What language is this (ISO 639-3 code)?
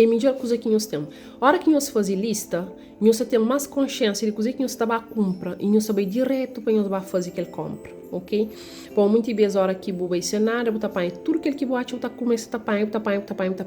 kea